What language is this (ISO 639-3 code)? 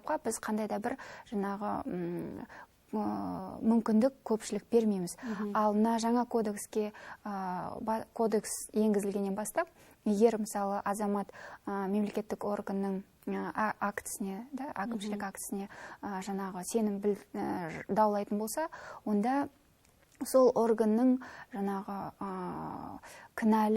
kaz